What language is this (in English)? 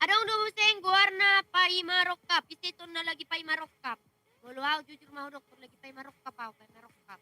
Batak Toba